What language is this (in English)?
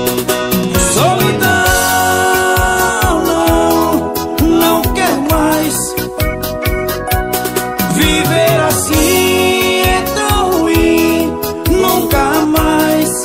Portuguese